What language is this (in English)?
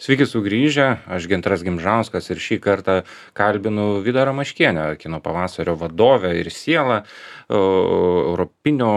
Lithuanian